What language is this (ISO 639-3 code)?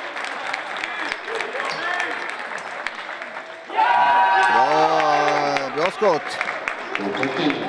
swe